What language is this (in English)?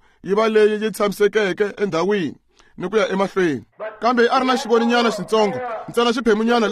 Tsonga